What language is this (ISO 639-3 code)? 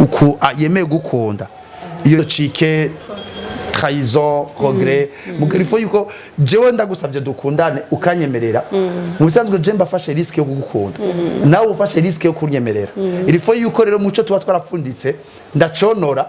run